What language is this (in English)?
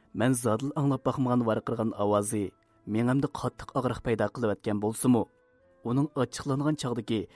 Uyghur